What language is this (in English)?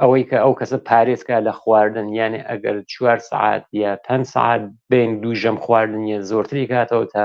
Central Kurdish